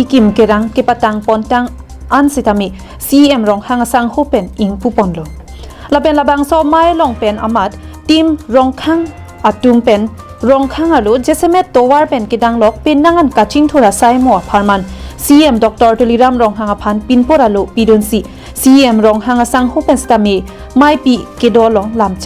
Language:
Karbi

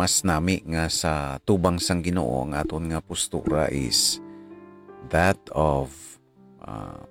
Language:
Hiligaynon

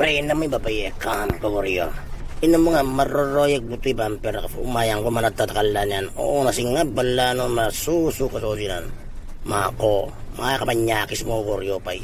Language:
Itawit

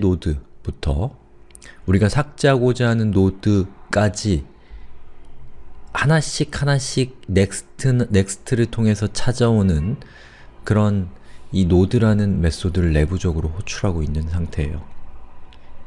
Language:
Korean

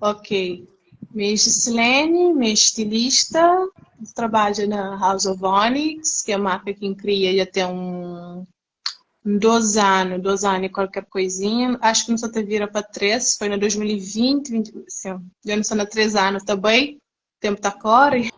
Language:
Kabuverdianu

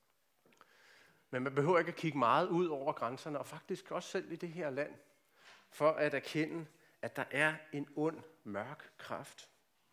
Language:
Danish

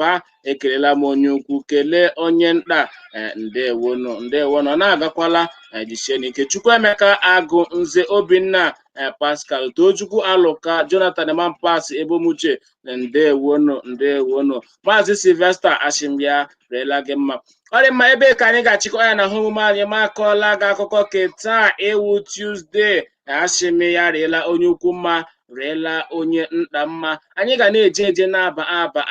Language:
Igbo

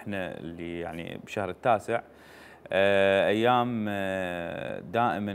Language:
Mesopotamian Arabic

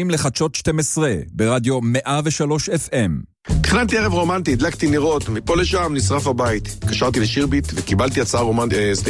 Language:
Hebrew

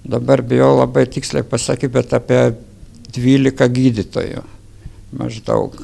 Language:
Lithuanian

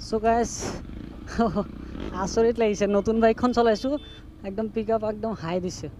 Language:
Assamese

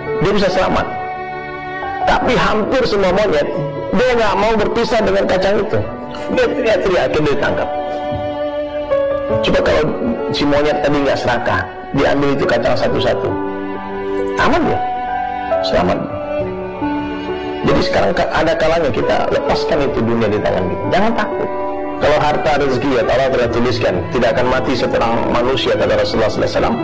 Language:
Indonesian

